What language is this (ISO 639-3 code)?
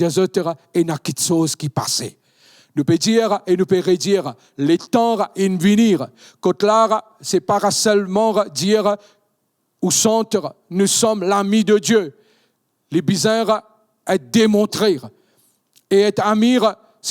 mfe